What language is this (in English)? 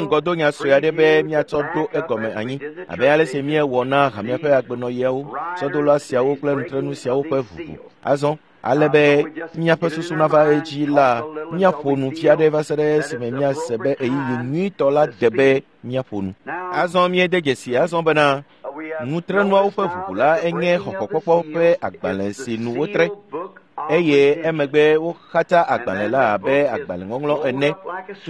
Ewe